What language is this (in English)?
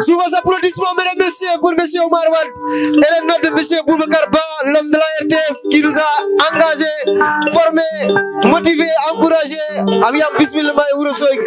Fula